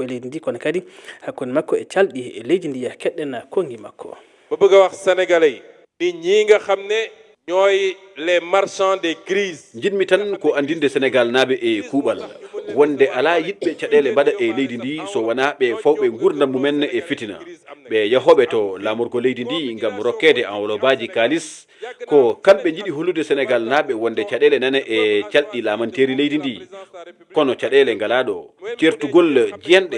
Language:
Fula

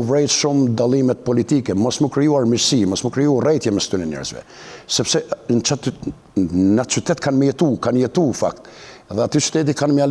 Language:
Albanian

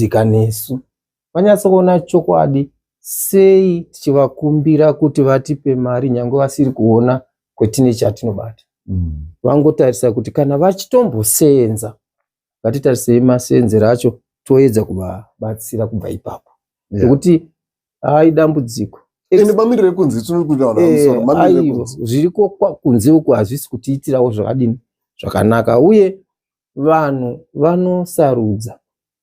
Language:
Shona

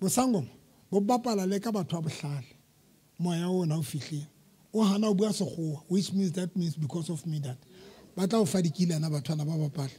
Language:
Southern Sotho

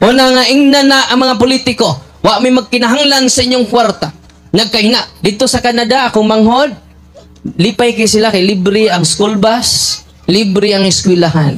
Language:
Cebuano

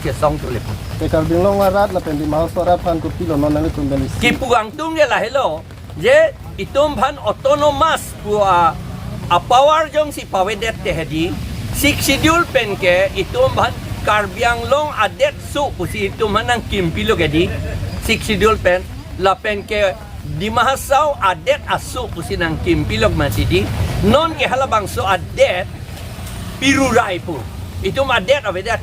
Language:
Karbi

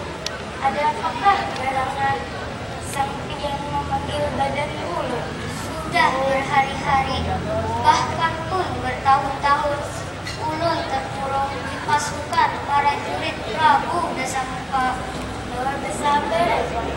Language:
Banjar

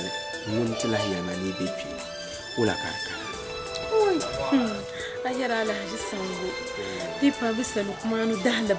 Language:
Dagbani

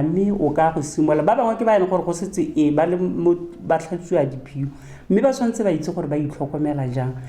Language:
Tswana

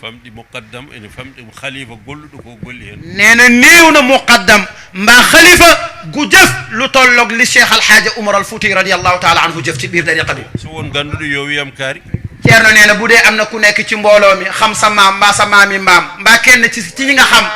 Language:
Wolof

